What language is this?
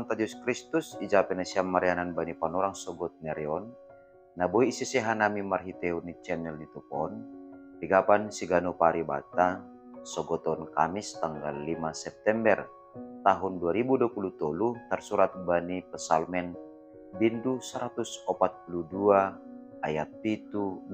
Batak Simalungun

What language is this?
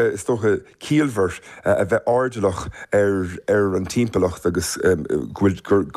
Irish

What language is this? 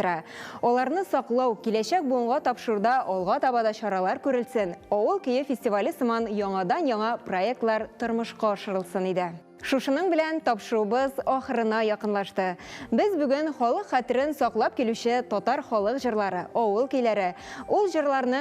Tatar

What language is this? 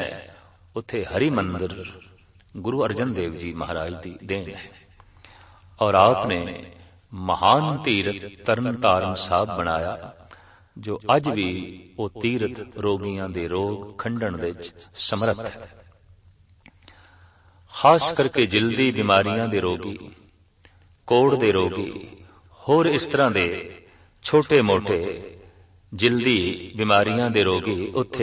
Punjabi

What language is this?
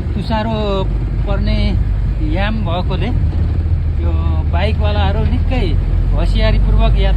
Nepali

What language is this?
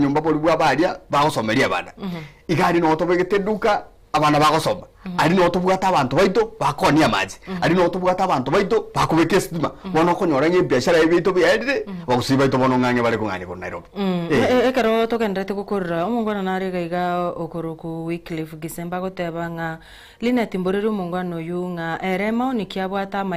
Gusii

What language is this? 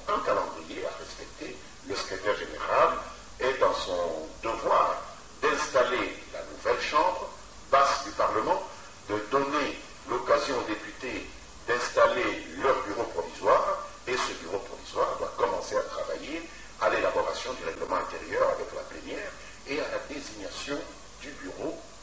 French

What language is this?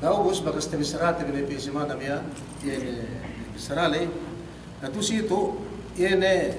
Yakan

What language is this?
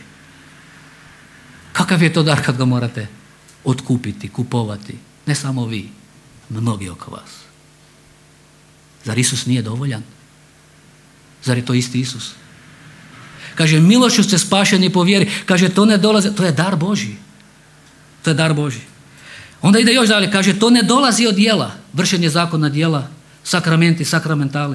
Croatian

